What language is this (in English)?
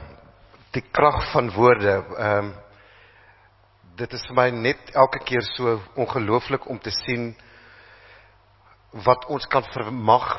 Afrikaans